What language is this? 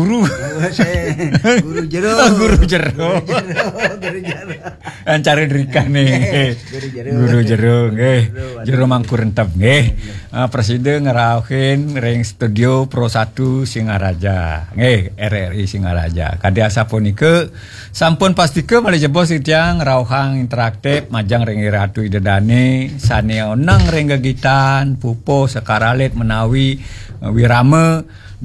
Balinese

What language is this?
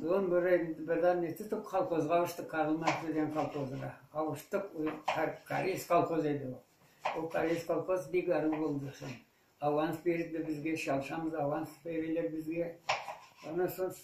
Crimean Tatar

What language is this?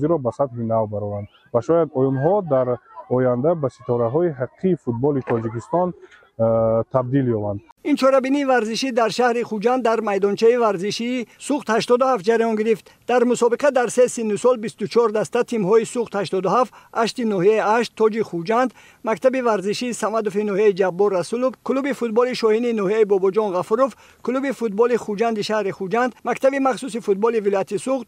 Tajik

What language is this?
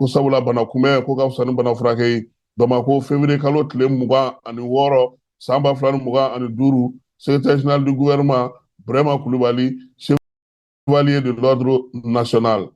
Bambara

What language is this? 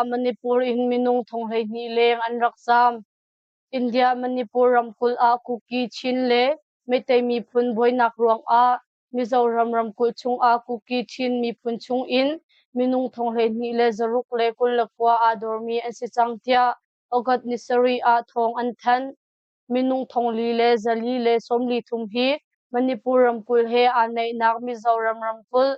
Hakha Chin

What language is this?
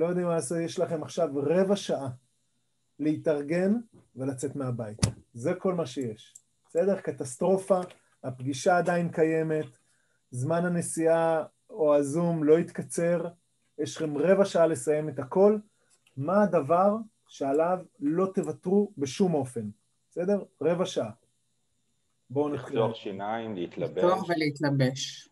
Hebrew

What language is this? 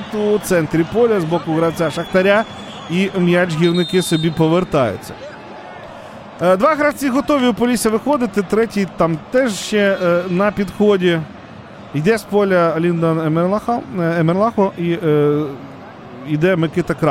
Ukrainian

